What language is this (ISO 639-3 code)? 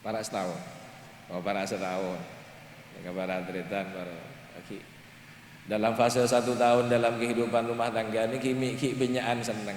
mad